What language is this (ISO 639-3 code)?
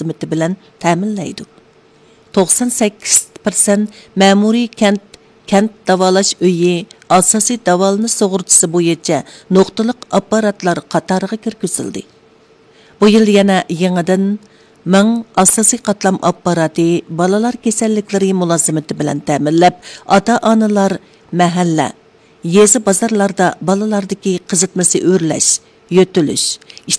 uig